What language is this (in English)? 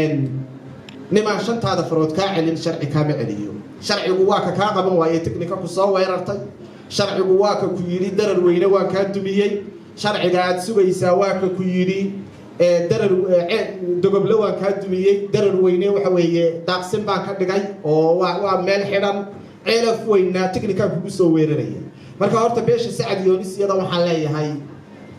Somali